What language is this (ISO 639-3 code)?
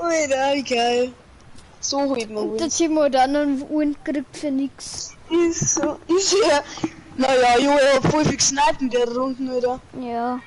bar